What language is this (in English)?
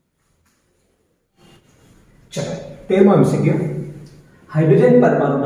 Gujarati